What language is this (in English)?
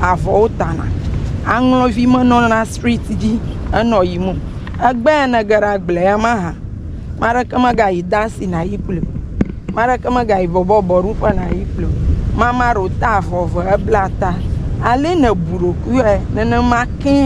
Ewe